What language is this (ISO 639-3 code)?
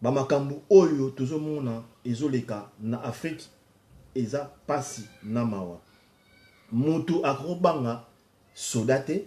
lin